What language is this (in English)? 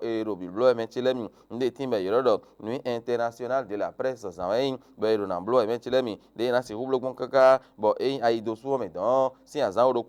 Fon